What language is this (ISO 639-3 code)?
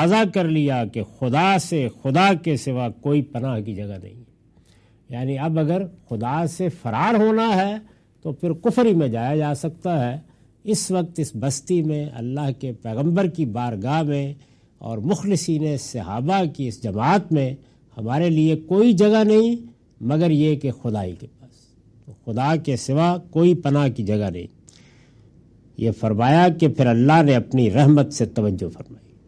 urd